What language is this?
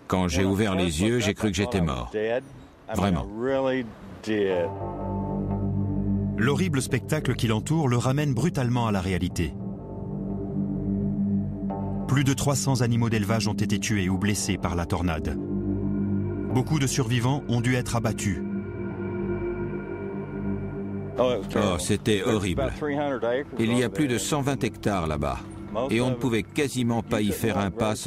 French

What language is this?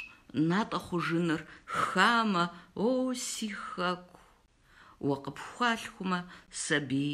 Kabardian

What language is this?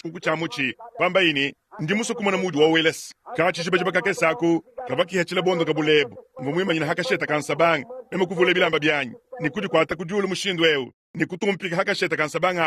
Luba-Lulua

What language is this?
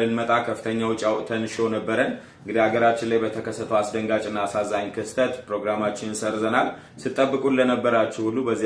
Amharic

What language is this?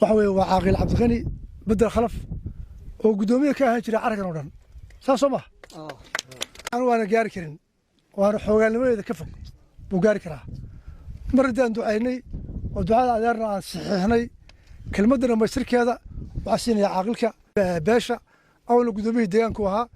Somali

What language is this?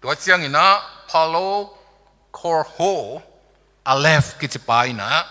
Tedim Chin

